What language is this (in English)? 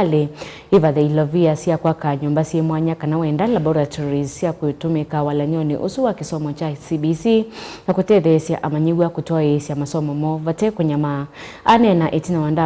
Kamba